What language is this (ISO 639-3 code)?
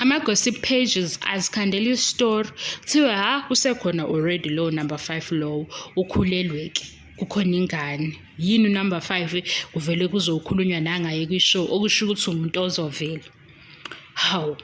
zul